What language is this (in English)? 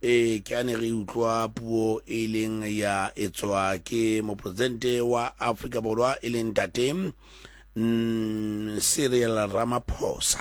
Southern Sotho